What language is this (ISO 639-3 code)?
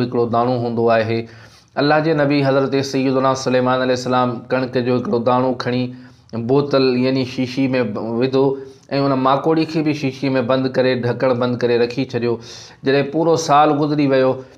snd